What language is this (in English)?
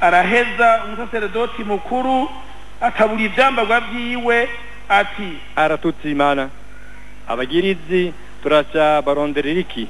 Rundi